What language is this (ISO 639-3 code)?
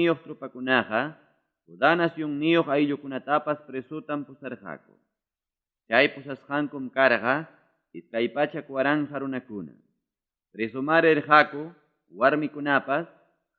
quy